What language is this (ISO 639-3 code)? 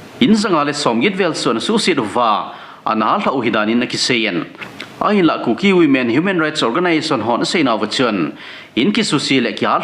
tcz